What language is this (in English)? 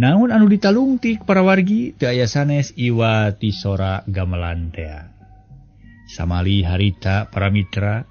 Sundanese